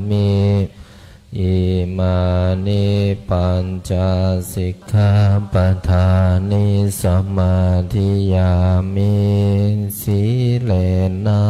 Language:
Pali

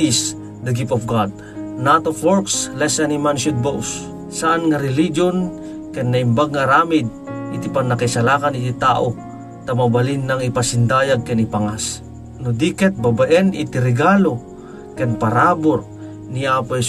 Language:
Iloko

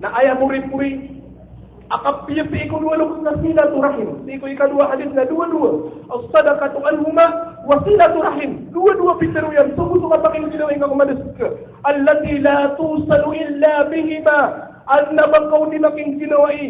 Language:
Maranao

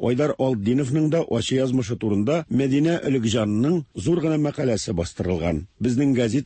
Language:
Tatar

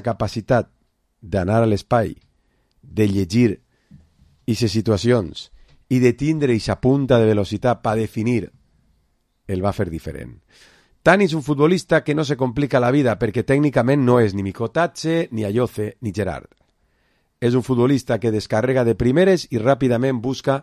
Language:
Catalan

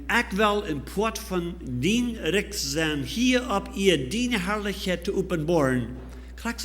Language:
Plautdietsch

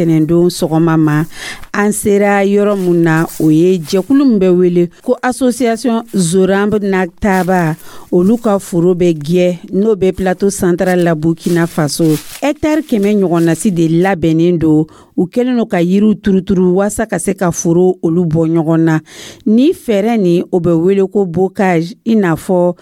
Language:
Dyula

